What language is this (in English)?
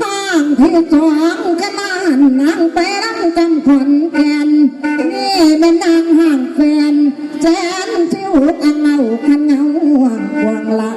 Northeastern Thai